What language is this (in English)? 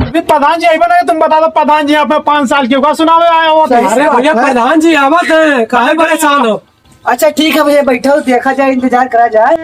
Awadhi